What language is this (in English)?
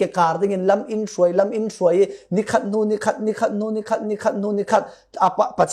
Falam Chin